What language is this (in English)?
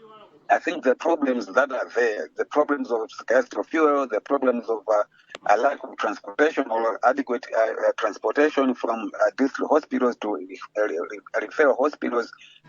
English